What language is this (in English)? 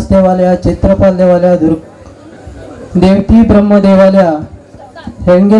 Konkani